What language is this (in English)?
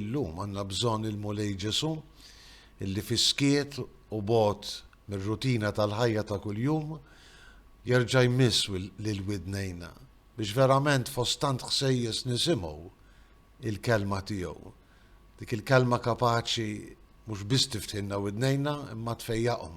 Maltese